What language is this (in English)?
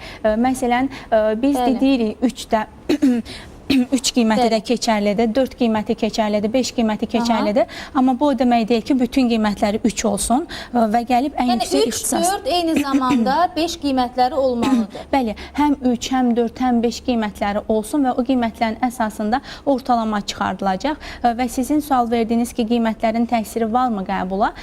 Azerbaijani